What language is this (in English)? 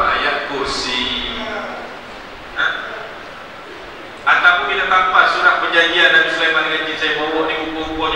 Malay